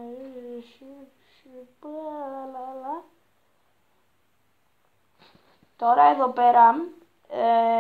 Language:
Greek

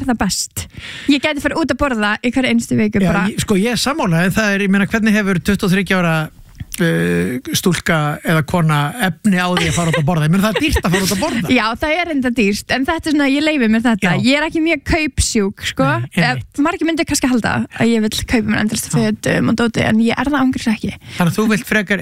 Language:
Icelandic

